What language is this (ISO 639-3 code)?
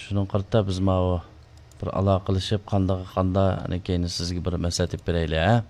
uig